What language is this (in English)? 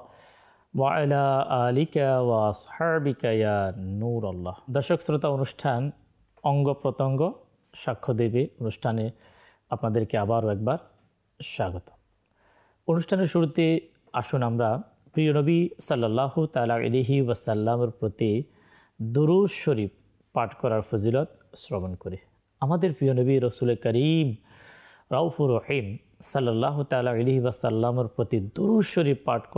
Bangla